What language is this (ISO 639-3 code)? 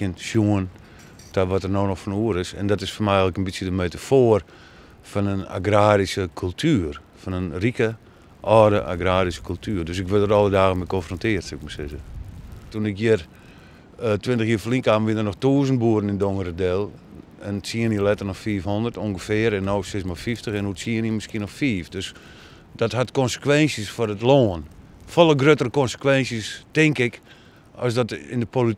fry